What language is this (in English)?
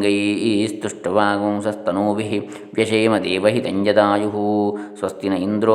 Sanskrit